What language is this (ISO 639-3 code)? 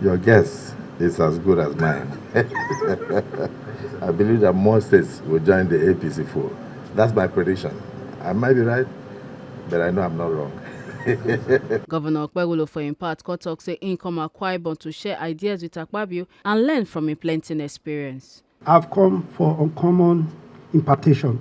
pcm